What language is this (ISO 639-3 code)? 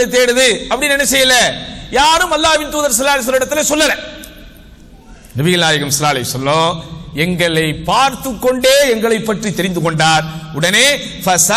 tam